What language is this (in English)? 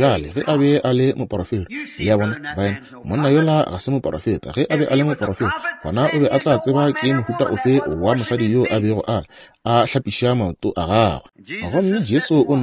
Northern Sotho